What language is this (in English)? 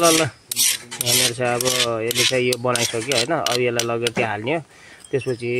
Nepali